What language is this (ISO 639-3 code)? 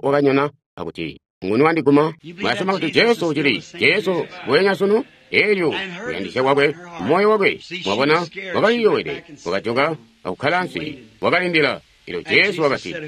toi